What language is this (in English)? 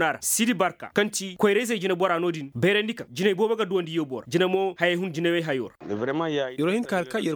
Koyraboro Senni